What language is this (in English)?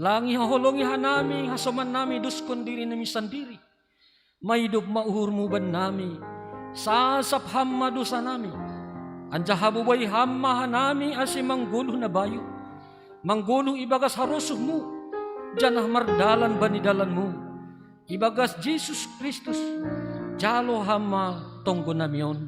Batak Simalungun